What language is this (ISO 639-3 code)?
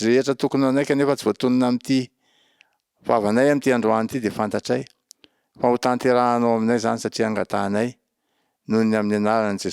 mlg